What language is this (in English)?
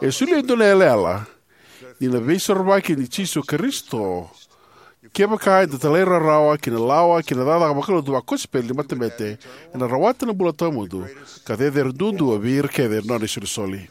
Fijian